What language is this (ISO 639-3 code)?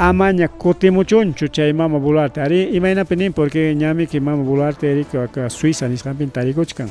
quy